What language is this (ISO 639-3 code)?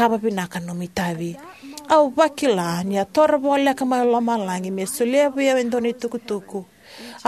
fij